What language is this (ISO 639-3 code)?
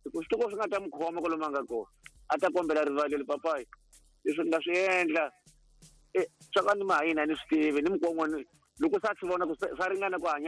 tso